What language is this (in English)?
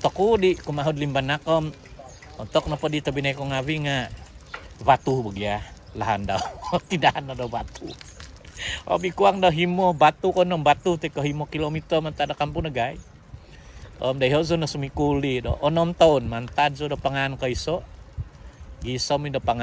Central Dusun